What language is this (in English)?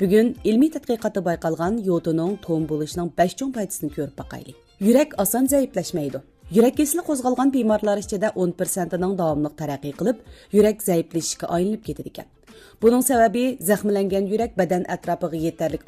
Uyghur